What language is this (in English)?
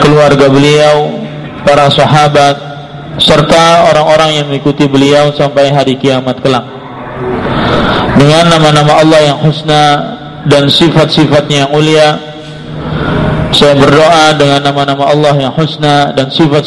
Indonesian